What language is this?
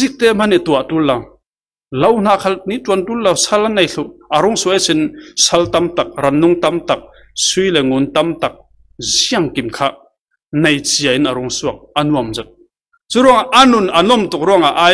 Falam Chin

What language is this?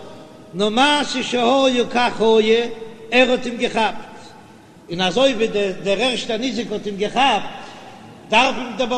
Yiddish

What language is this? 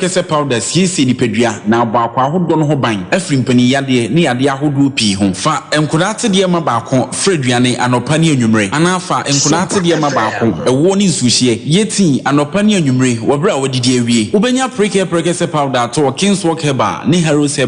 Akan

